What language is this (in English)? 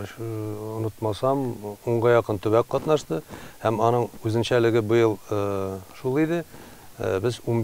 Tatar